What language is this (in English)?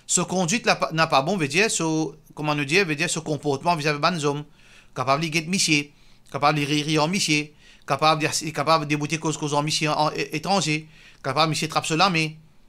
Morisyen